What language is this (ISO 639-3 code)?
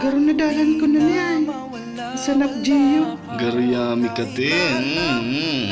bik